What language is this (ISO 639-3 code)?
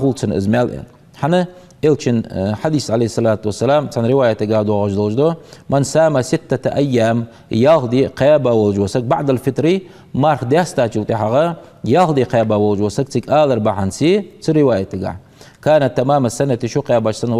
inh